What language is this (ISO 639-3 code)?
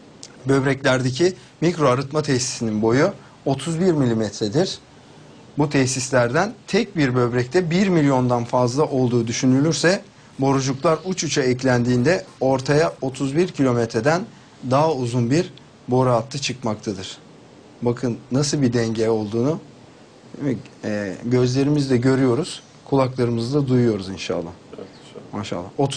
tur